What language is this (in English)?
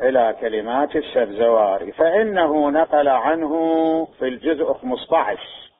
Mesopotamian Arabic